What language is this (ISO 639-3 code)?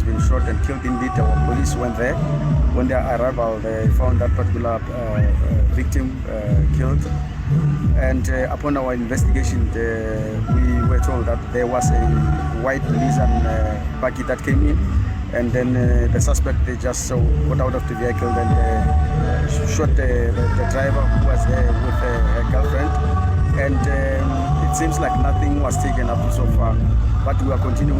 ven